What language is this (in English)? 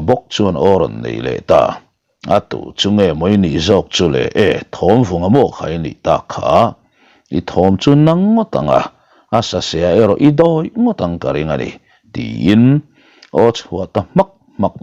Mizo